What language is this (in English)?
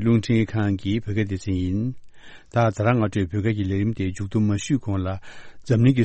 Tibetan